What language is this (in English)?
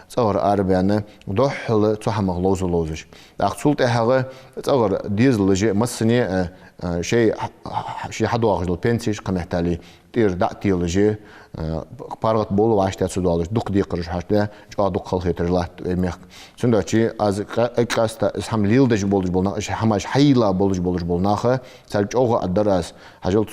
Ingush